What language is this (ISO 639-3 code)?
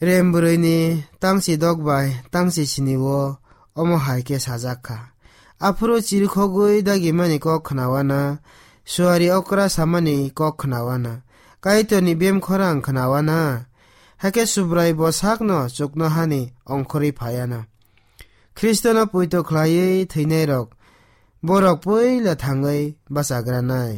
trp